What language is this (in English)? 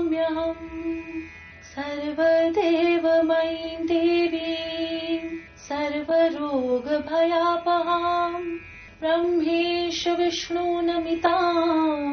Sanskrit